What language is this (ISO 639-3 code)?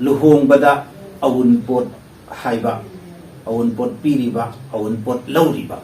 mni